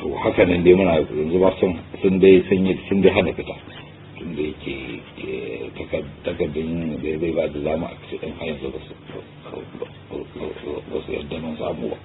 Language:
Hausa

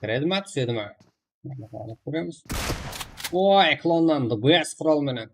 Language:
Kara-Kalpak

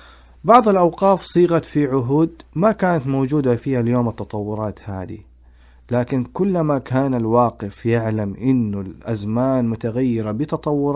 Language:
Najdi Arabic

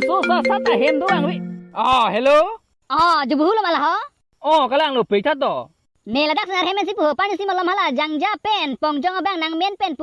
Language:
Karbi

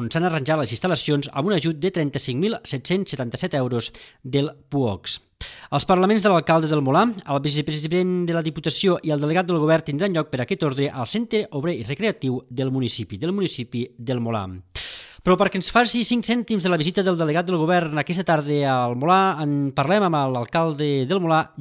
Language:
Catalan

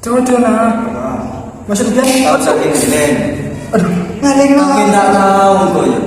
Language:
Madurese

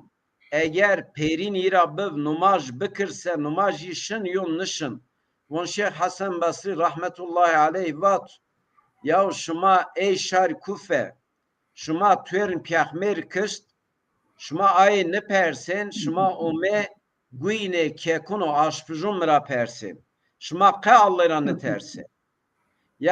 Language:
Zaza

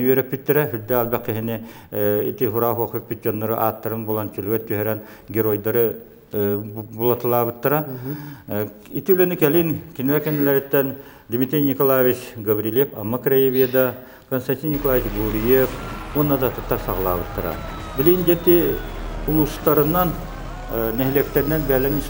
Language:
Yakut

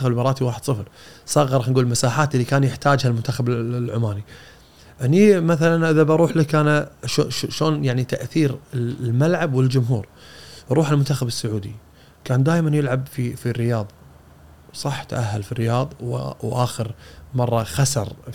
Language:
Gulf Arabic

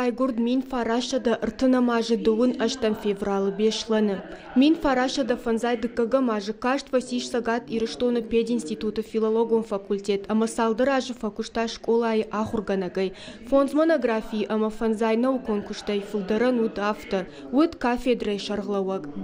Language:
Ossetic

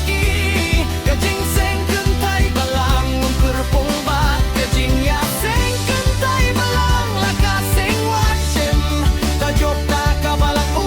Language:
Khasi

